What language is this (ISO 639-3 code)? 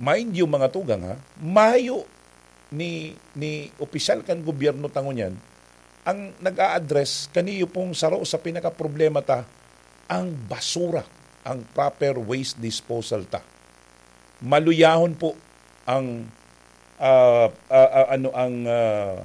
bik